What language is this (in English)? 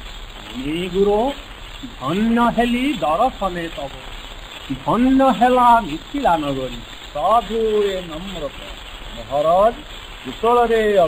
Odia